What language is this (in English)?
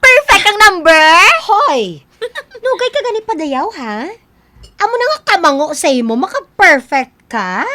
Hiligaynon